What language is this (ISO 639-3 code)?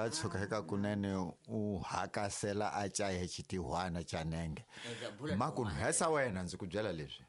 tso